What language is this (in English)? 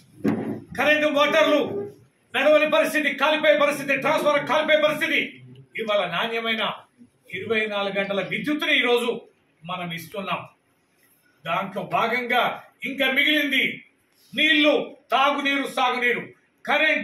Telugu